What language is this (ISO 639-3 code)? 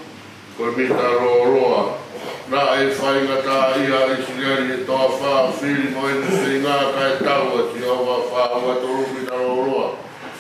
ton